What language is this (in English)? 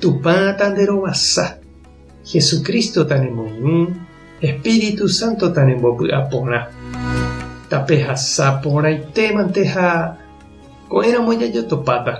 Guarani